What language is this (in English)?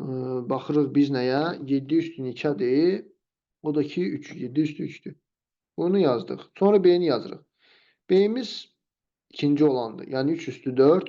Azerbaijani